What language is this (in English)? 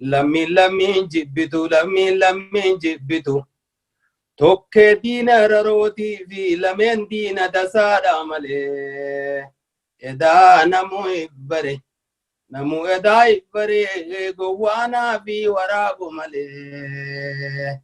Oromo